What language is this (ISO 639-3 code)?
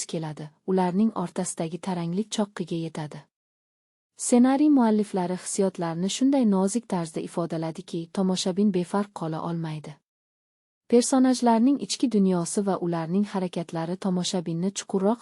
uzb